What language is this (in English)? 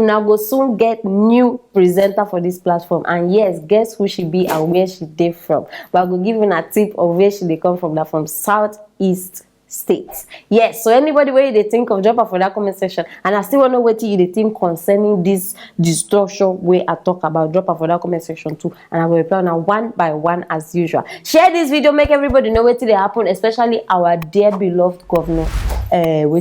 Nigerian Pidgin